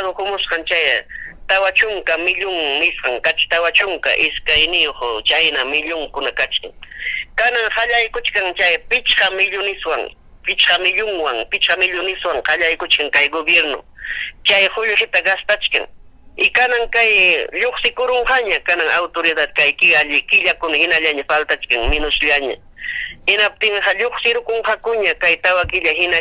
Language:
Ayacucho Quechua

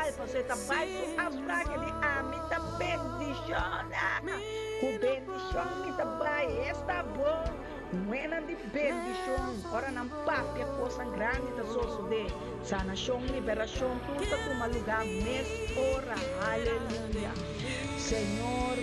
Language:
Papiamento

